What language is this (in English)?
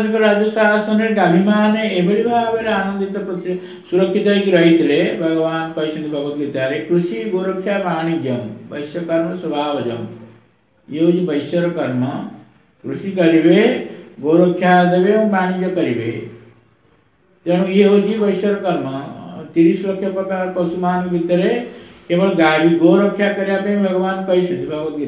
Odia